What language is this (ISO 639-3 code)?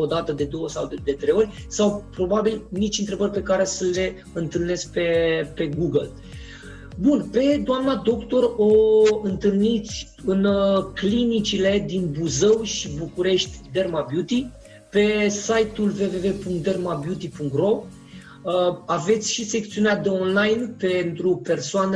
ron